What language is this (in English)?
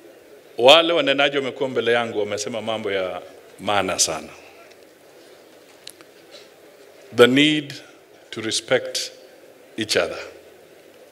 Swahili